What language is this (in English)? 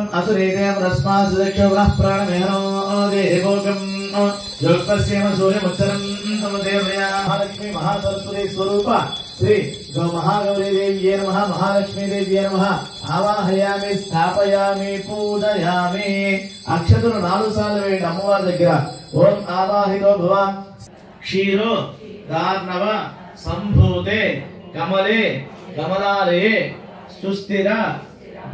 Telugu